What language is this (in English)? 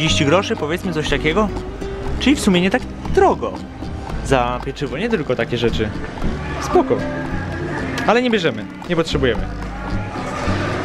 Polish